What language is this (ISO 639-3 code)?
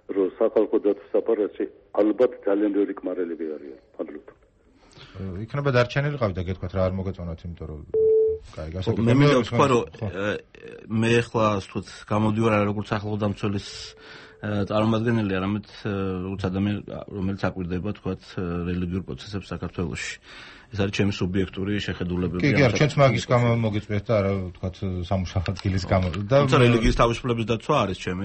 kat